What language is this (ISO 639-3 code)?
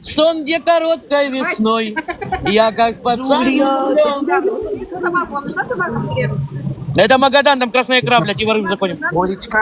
rus